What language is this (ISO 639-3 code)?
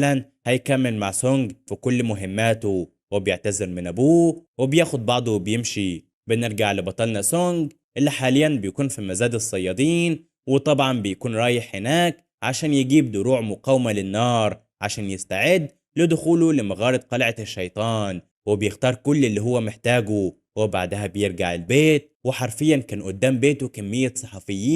arz